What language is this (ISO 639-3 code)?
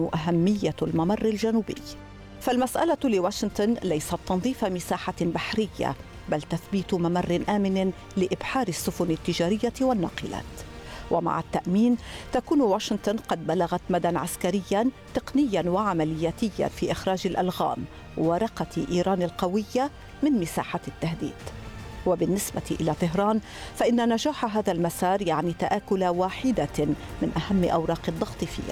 ara